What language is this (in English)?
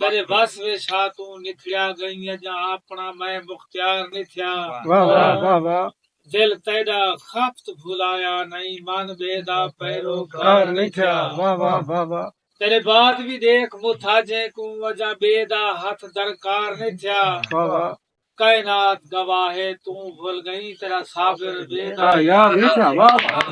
Saraiki